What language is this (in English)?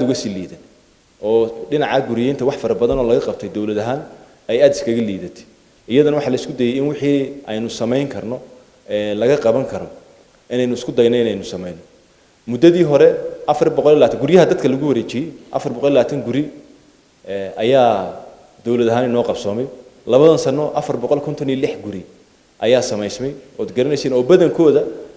Somali